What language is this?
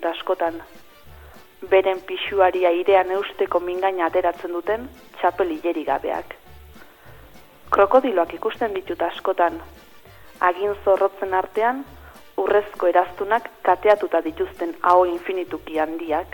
Basque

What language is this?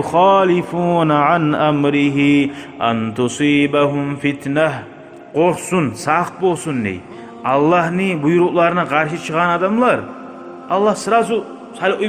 Kumyk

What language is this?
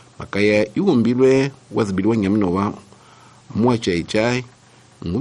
Tsonga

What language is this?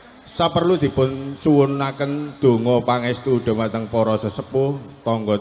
Javanese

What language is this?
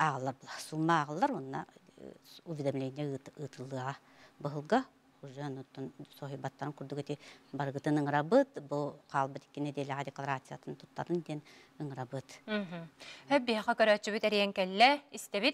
Yakut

